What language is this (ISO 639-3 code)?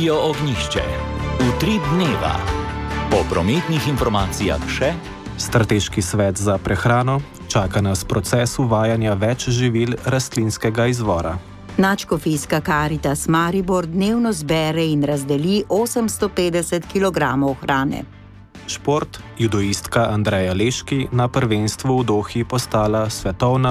slv